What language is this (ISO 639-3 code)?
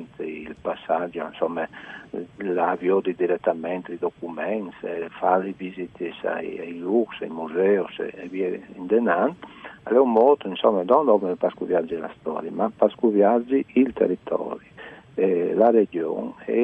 fur